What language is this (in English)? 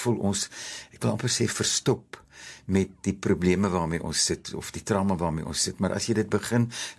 Afrikaans